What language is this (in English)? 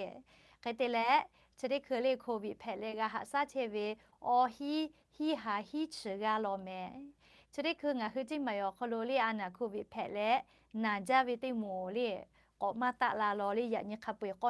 Lahu